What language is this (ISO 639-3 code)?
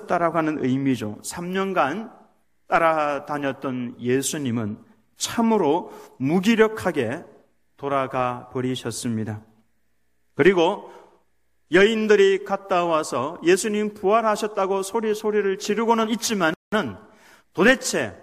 kor